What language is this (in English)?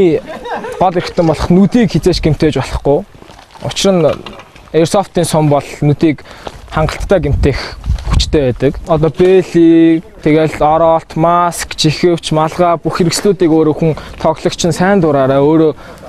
Mongolian